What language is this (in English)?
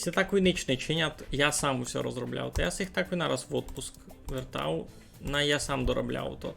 Rusyn